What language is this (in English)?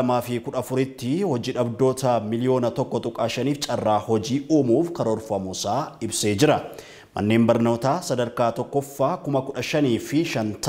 Oromo